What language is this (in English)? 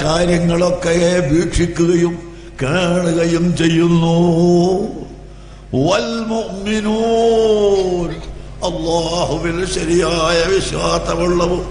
Malayalam